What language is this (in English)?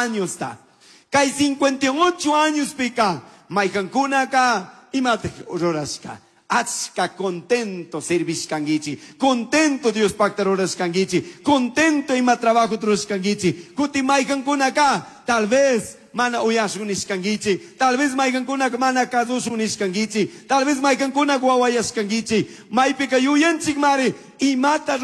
Chimborazo Highland Quichua